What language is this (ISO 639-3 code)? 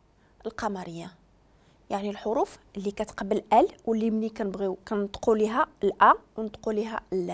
ary